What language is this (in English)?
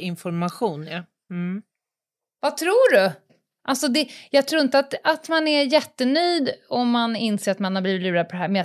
Swedish